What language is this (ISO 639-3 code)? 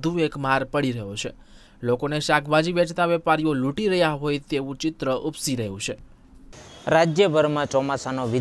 guj